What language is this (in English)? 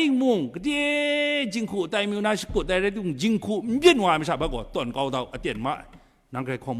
Kachin